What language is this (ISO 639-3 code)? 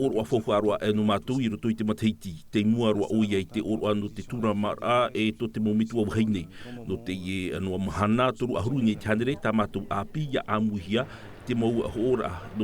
tah